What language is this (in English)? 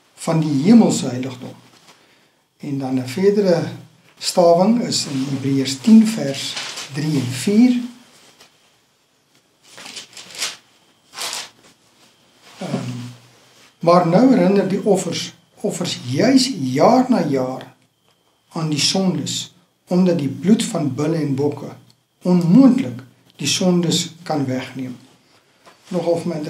Afrikaans